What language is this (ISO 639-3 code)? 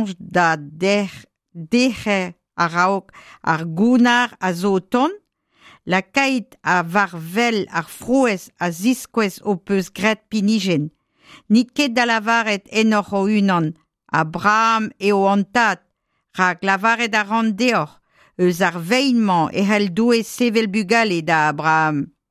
bre